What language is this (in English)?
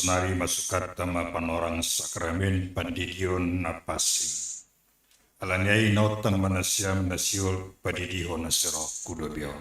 Batak Simalungun